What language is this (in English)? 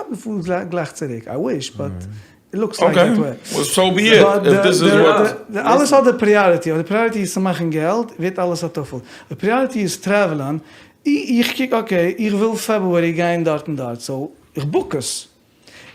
Yiddish